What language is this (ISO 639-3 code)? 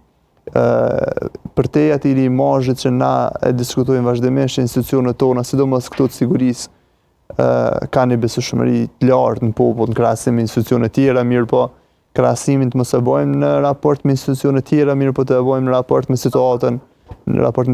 sqi